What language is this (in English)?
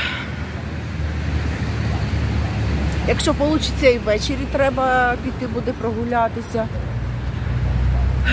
Ukrainian